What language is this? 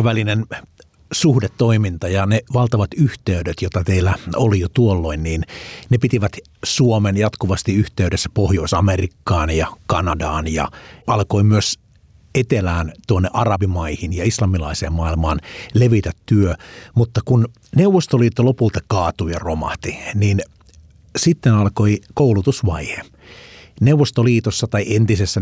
Finnish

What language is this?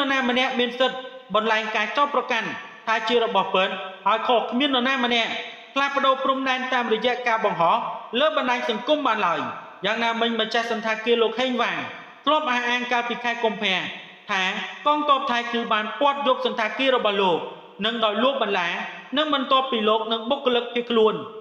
Khmer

